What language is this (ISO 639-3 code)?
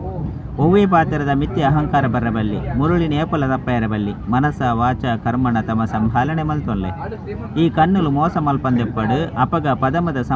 tcy